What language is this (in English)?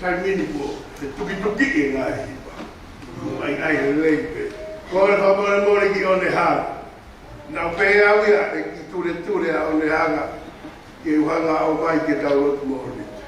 Tongan